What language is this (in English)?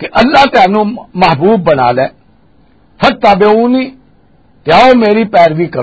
Western Panjabi